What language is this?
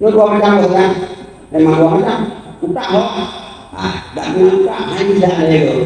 Achinese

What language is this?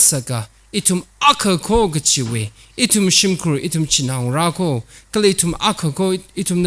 Tangkhul Naga (India)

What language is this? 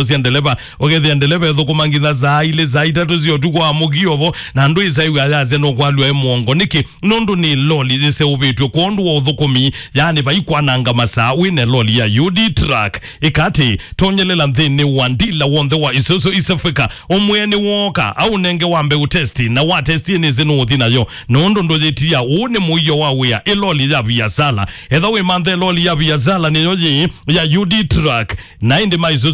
Kamba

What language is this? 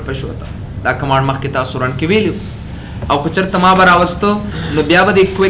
Pashto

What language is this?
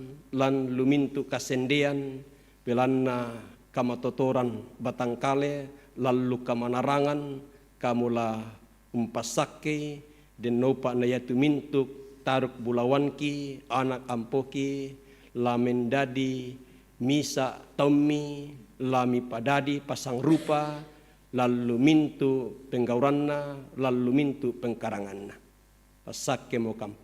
Toraja-Sa'dan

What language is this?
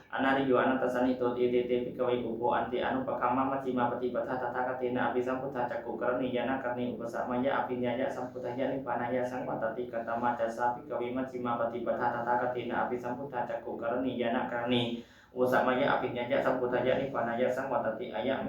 Pali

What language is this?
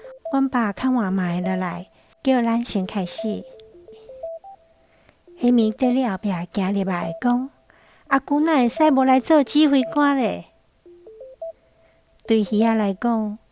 Min Nan Chinese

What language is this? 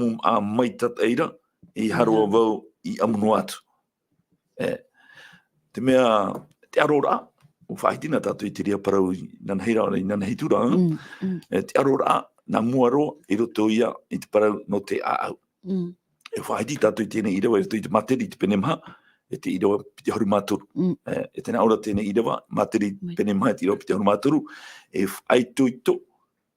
Tahitian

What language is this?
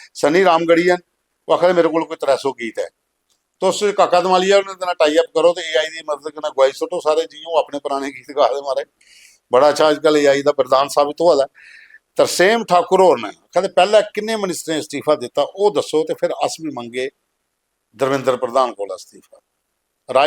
Dogri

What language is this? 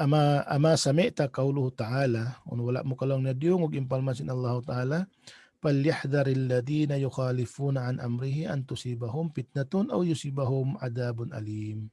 Tausug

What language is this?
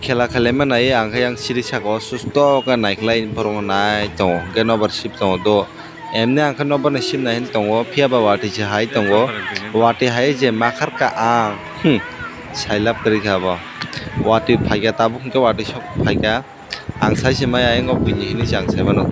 Kok Borok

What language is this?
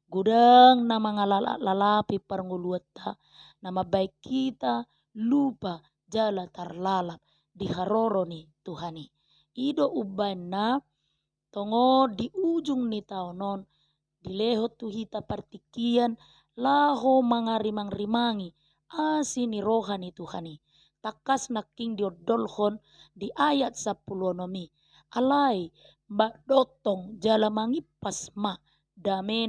Batak Toba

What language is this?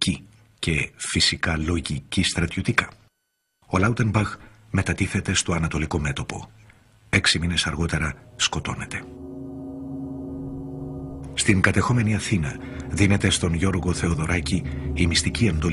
Greek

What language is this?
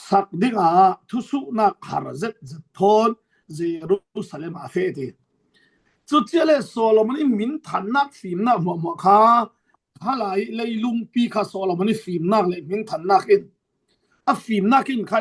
Falam Chin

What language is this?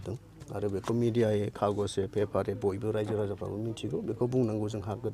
Bodo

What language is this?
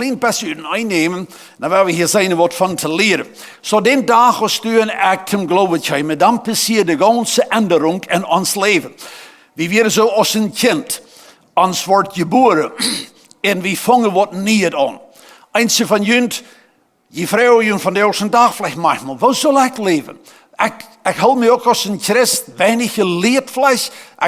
Plautdietsch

